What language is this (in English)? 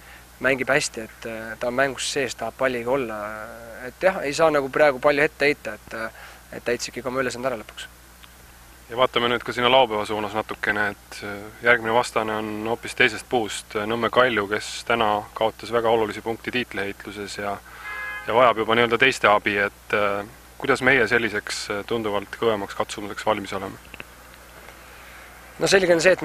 Estonian